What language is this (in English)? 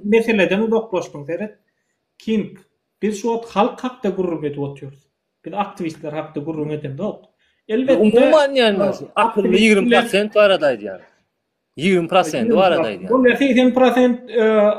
Turkmen